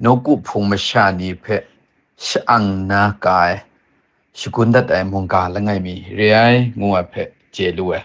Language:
Kachin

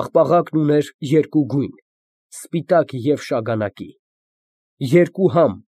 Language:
Armenian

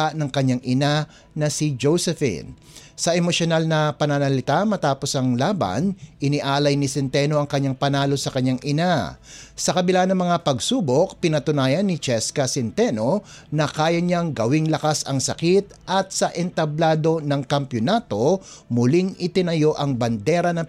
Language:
Filipino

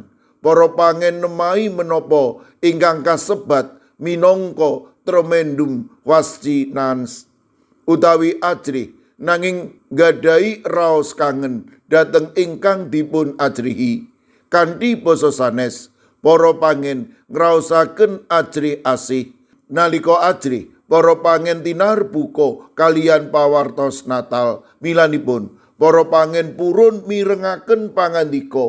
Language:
Javanese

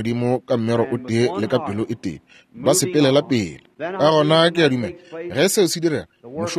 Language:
Northern Sotho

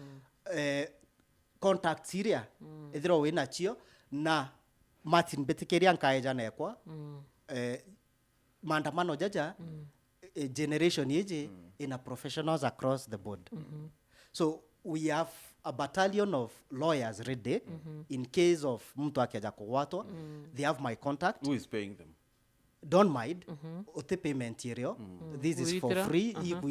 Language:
Meru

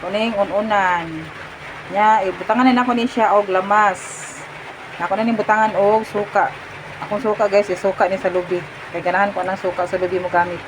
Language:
Cebuano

